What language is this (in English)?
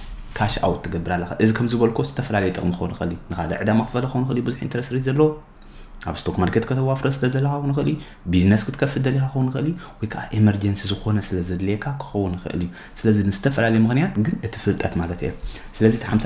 Tigrinya